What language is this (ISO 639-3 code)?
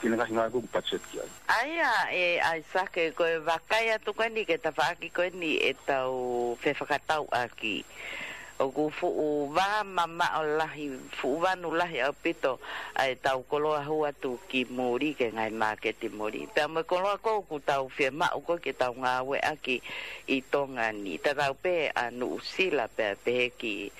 ton